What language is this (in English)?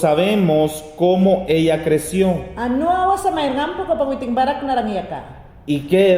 Mayangna